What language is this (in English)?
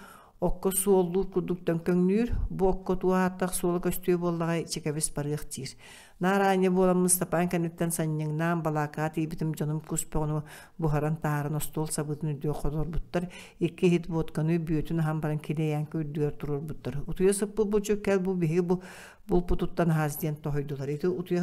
Yakut